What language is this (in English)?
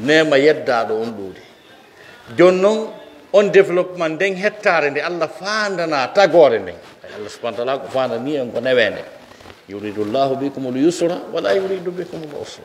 Pular